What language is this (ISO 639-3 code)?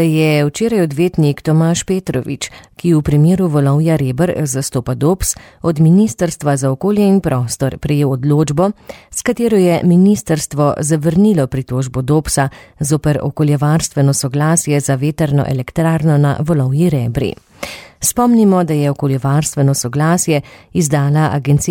slv